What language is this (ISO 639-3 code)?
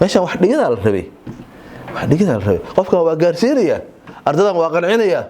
som